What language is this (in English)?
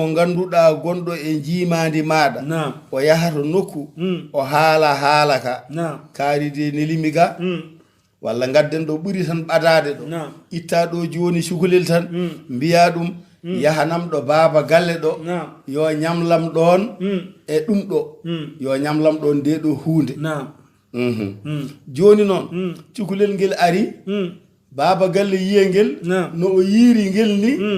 Fula